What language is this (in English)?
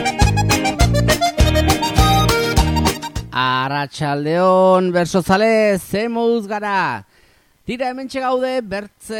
Basque